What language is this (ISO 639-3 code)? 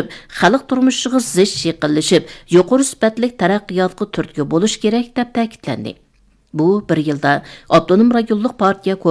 uig